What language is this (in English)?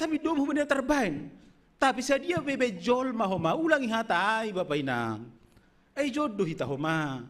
Batak Simalungun